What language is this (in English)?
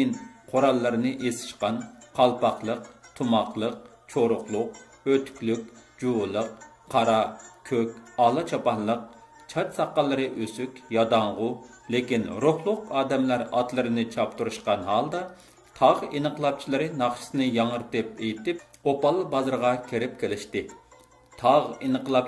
Uyghur